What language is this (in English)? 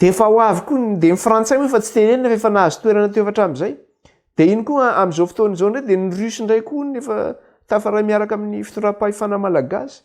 Malagasy